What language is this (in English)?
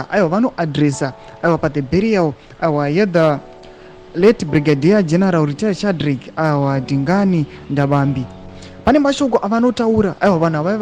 Shona